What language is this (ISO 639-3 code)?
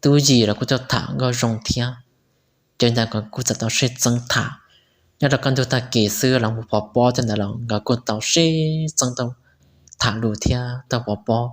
hmn